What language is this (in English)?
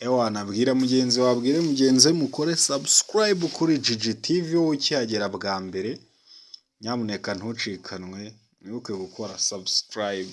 Kinyarwanda